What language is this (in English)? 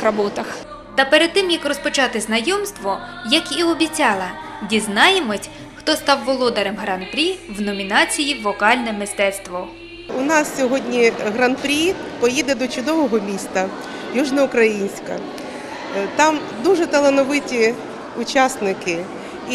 Ukrainian